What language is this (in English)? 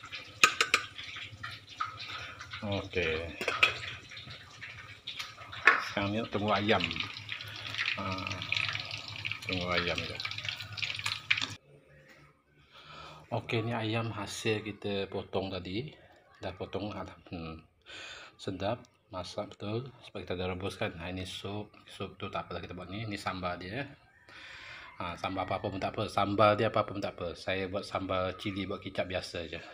Malay